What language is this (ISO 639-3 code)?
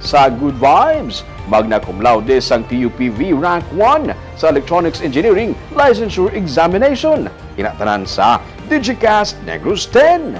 hil